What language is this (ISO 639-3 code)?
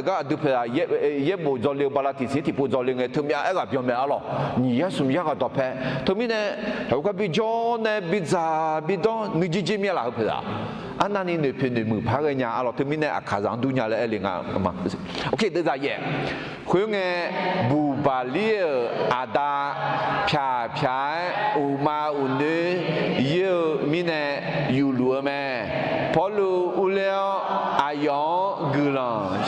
ahk